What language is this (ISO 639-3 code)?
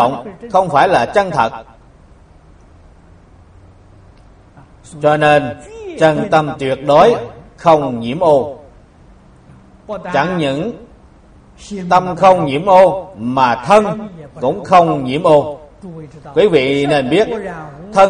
vie